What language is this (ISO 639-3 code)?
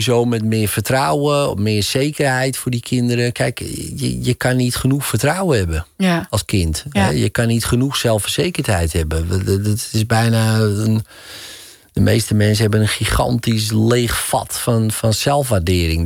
nld